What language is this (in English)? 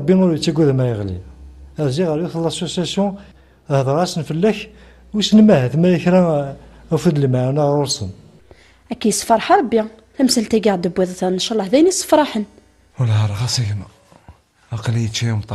Kabyle